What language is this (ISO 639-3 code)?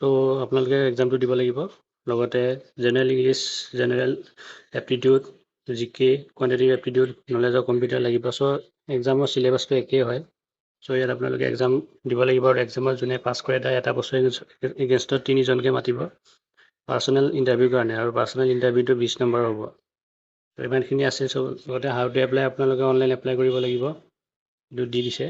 asm